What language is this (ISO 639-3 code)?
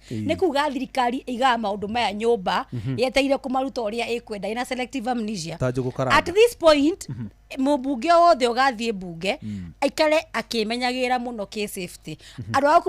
kik